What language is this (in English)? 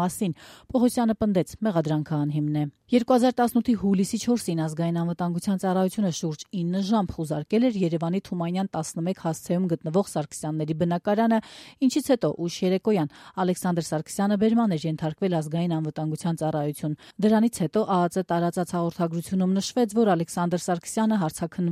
Armenian